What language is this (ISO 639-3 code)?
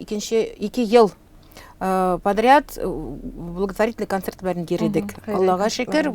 tat